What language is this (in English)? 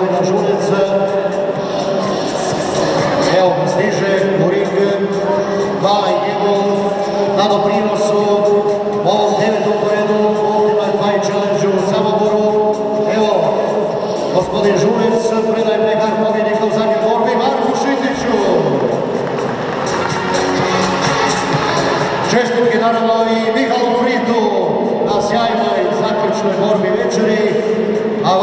Croatian